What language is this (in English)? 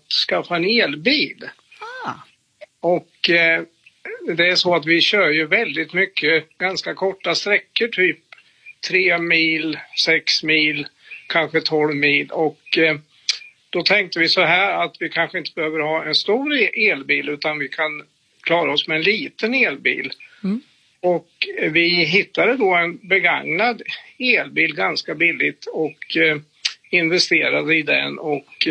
Swedish